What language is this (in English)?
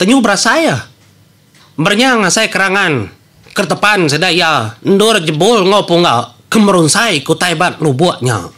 Iban